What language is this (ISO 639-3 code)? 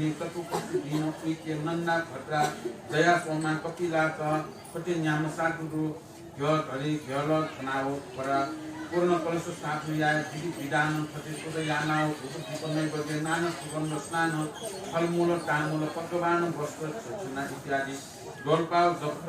new